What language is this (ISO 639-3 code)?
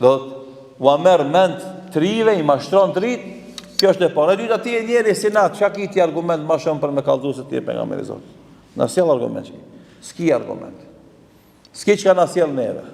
sqi